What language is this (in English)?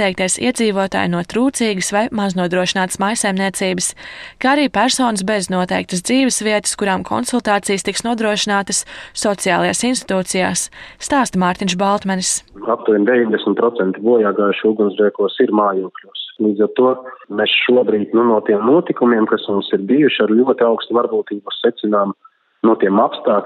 Latvian